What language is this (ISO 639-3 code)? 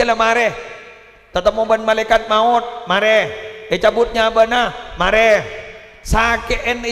mad